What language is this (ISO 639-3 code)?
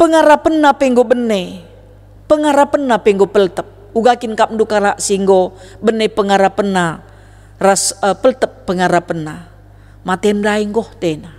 btx